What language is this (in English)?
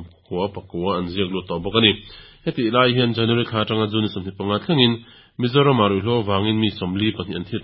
Mizo